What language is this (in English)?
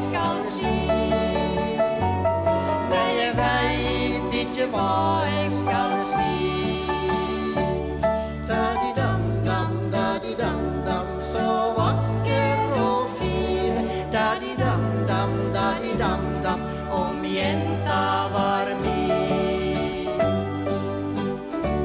Norwegian